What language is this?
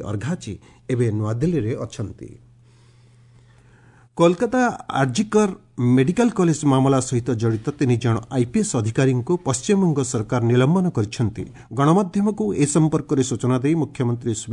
Odia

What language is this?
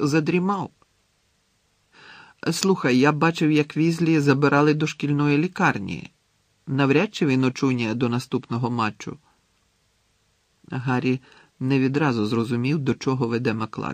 Ukrainian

